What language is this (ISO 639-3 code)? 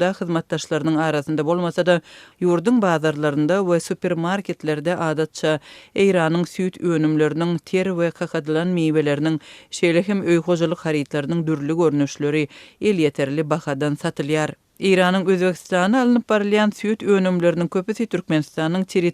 tuk